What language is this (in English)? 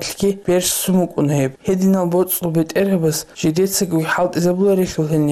Avaric